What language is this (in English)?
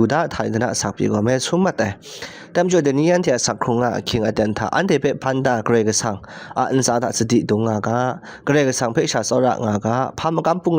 Kachin